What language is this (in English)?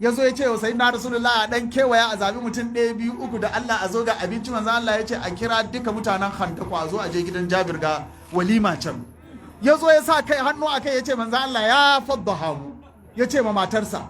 Hausa